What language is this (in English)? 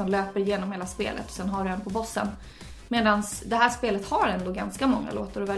Swedish